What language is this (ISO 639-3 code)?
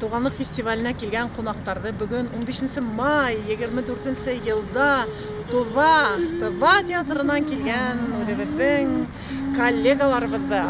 bak